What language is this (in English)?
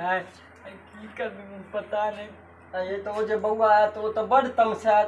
Maithili